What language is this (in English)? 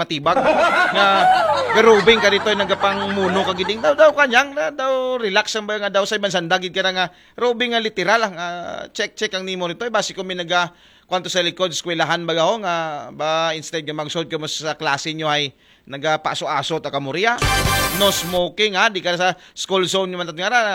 Aklanon